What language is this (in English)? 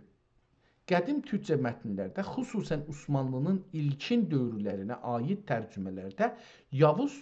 South Azerbaijani